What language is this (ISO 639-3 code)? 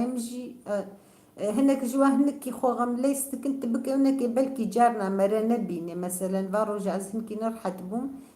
kur